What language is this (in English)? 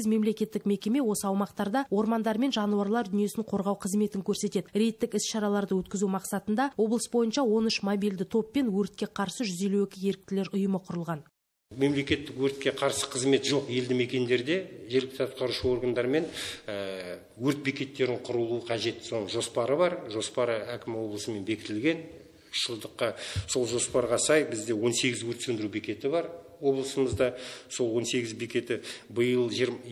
Kazakh